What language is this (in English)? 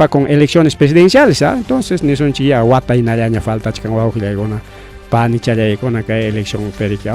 Ayacucho Quechua